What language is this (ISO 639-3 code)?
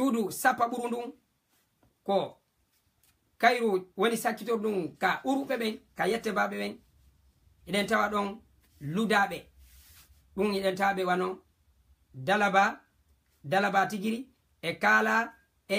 ful